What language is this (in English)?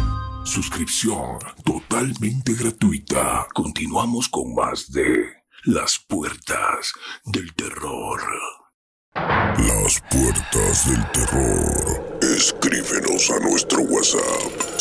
Spanish